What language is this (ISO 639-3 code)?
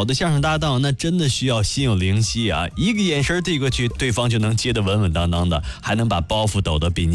zho